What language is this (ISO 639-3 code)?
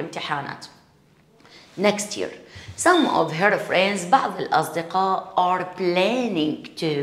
acm